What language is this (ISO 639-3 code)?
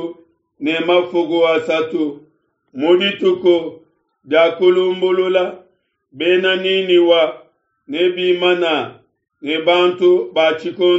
lua